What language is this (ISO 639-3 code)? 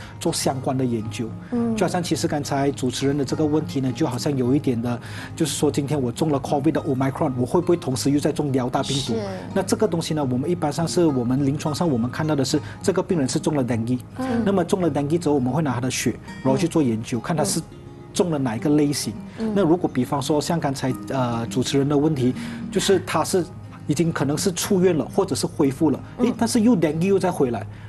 zho